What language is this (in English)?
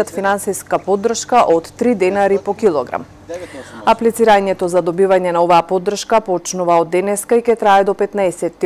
Macedonian